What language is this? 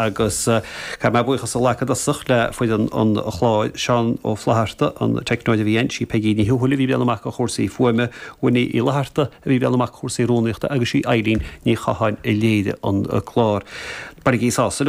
Irish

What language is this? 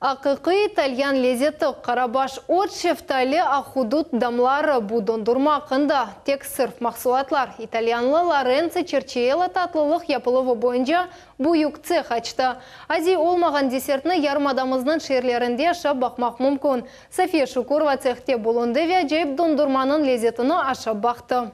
Crimean Tatar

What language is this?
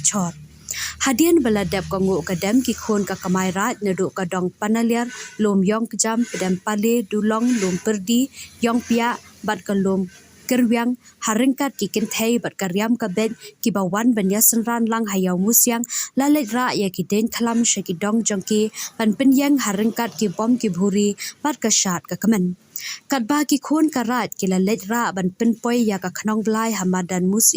Khasi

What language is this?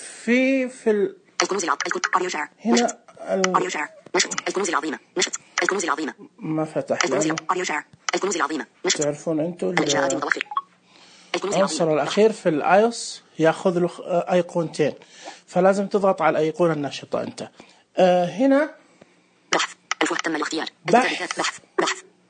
Najdi Arabic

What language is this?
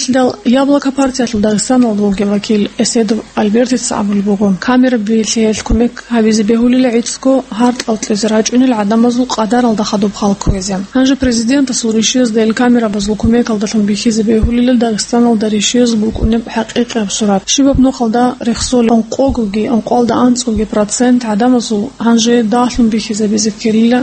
Avaric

